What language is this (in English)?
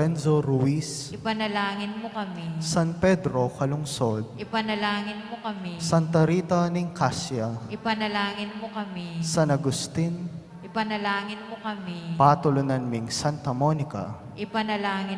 Pampanga